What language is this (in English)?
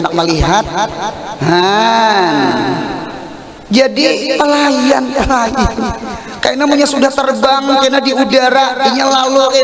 Banjar